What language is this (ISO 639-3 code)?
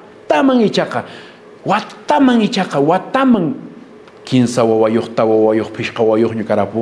que